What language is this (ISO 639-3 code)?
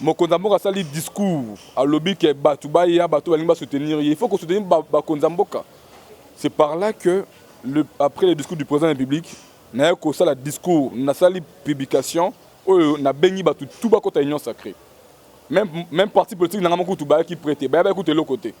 lin